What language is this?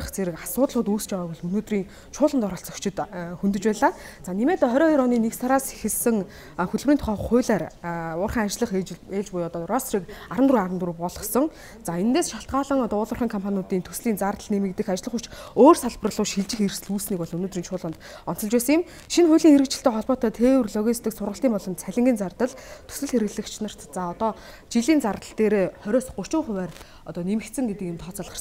Mongolian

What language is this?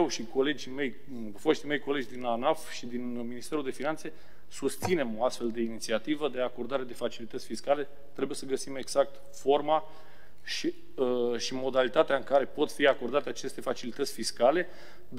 Romanian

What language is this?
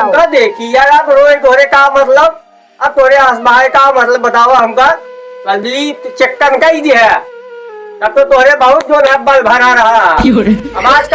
Awadhi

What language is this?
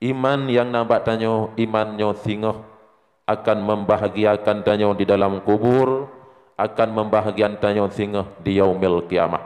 Achinese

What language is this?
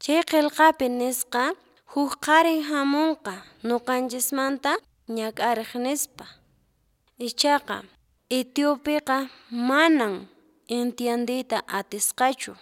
Quechua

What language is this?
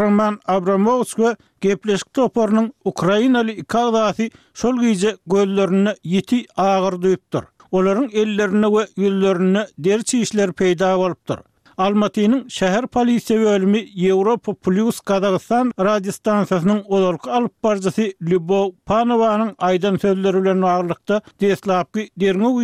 Turkmen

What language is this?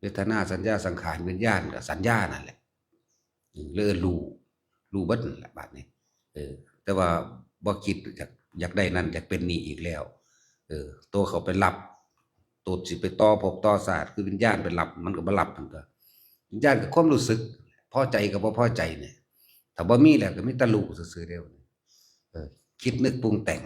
Northeastern Thai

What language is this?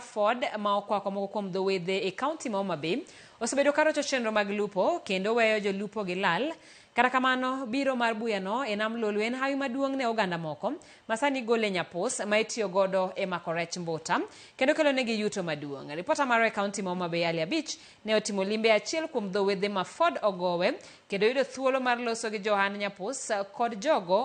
Luo (Kenya and Tanzania)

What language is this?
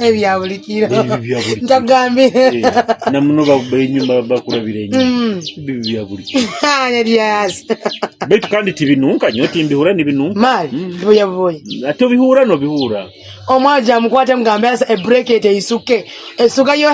Nyoro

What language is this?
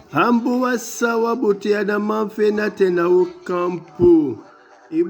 Duala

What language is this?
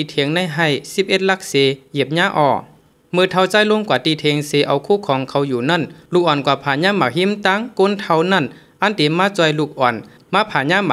Shan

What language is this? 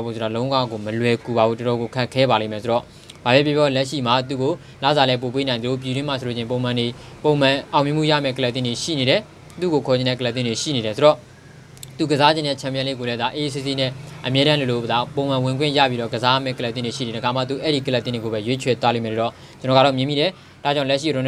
Burmese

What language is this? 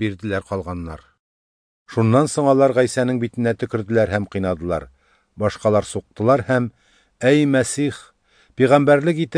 Tatar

